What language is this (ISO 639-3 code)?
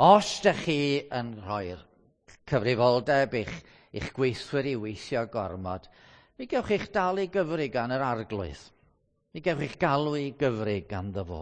cym